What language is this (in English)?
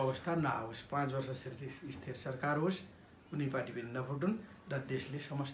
Nepali